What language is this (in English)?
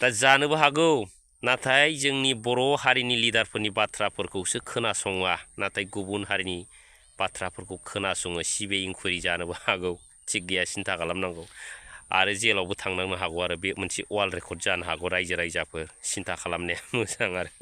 Bodo